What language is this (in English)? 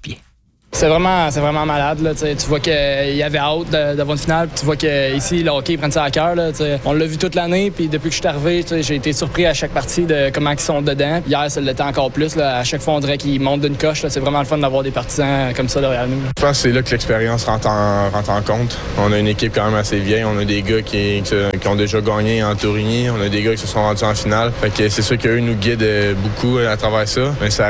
French